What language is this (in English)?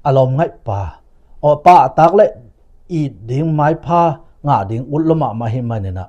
Tedim Chin